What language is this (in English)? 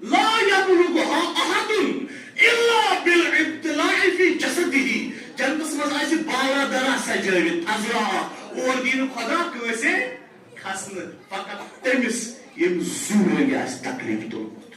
Kashmiri